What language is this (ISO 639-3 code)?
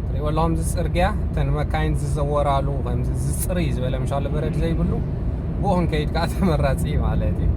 tir